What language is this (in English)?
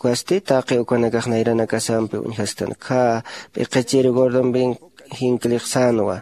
Aymara